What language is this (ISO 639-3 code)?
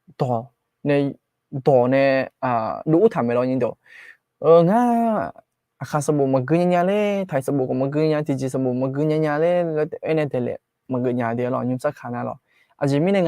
ahk